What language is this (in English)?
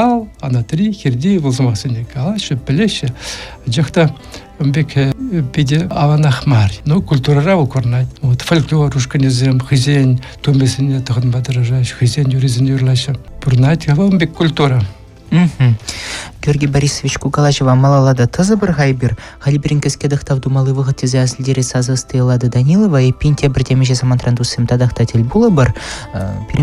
Chuvash